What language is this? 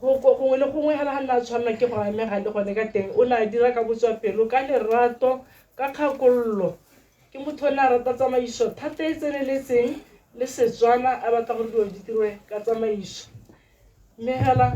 Tswana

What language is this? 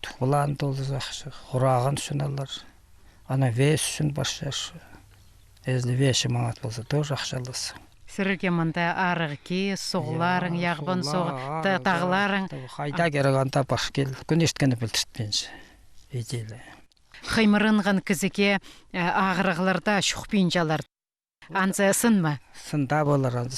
Khakas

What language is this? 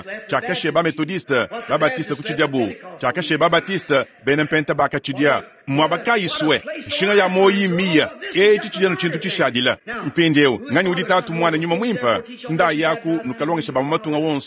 Luba-Lulua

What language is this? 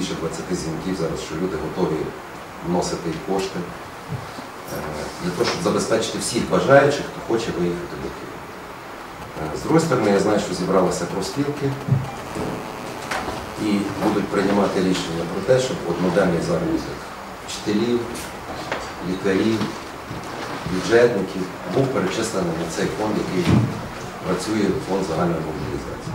Ukrainian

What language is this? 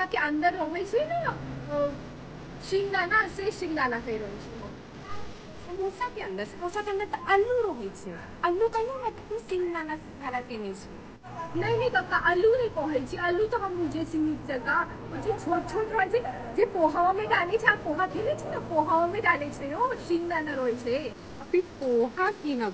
Maithili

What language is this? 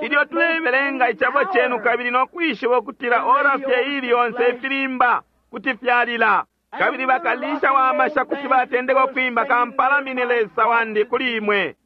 Bemba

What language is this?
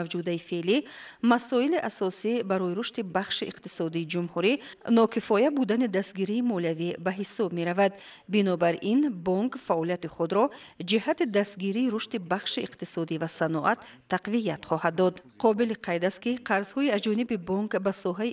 Tajik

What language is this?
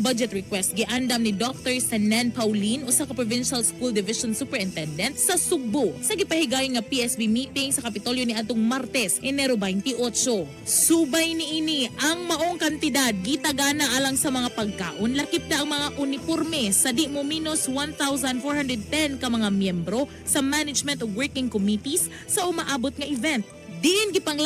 Cebuano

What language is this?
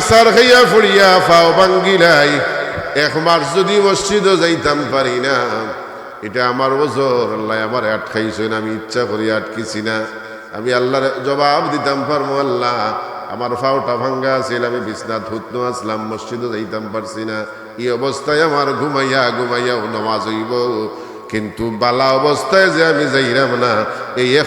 Sylheti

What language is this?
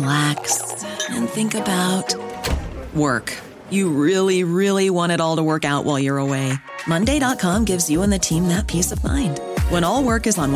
English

